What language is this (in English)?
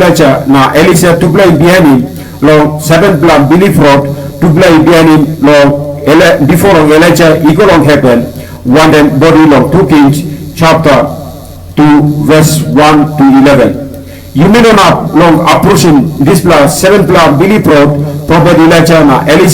Tok Pisin